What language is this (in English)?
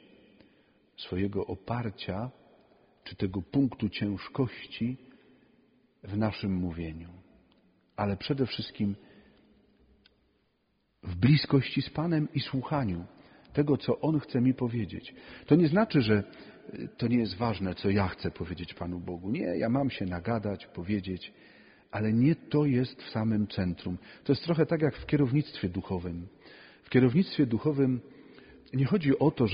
Polish